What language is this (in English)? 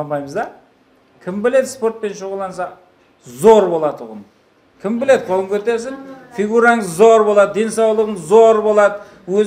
Kara-Kalpak